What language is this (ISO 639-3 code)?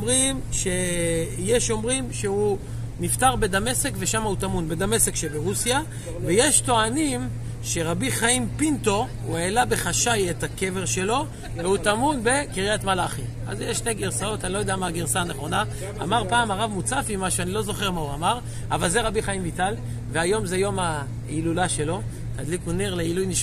heb